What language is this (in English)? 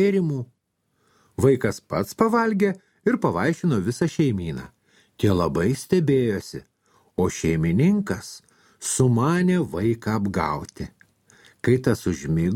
Lithuanian